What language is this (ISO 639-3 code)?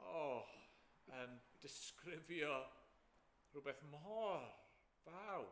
cym